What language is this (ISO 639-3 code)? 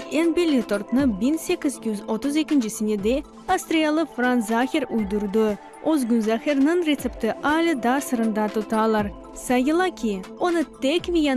crh